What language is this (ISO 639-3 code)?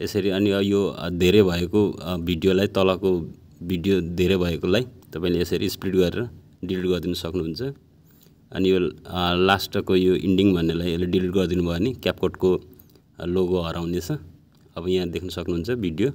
nep